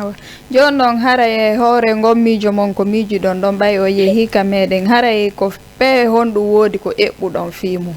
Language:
Fula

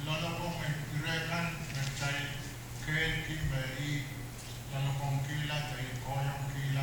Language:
Pohnpeian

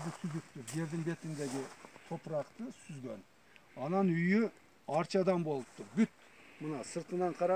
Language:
Kyrgyz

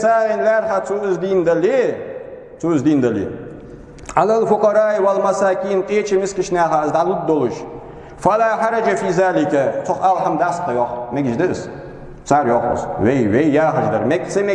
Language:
Ingush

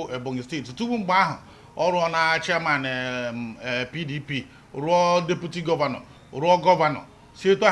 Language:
Igbo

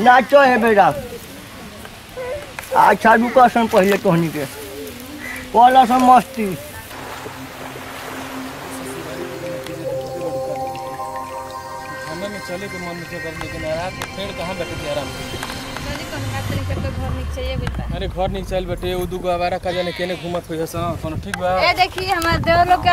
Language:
Bhojpuri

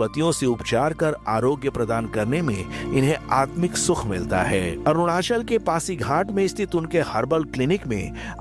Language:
Hindi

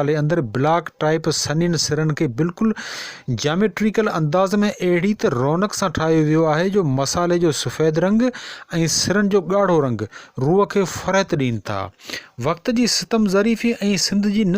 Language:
Sindhi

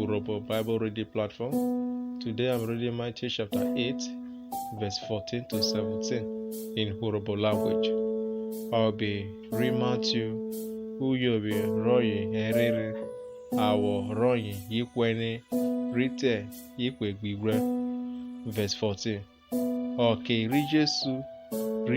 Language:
Urhobo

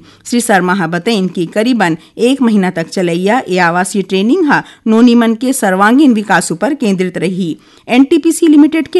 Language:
Chhattisgarhi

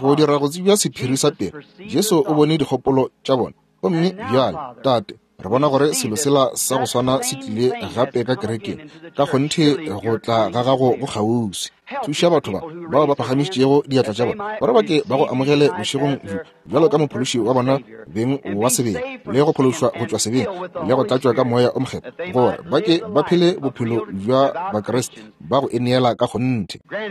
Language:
Northern Sotho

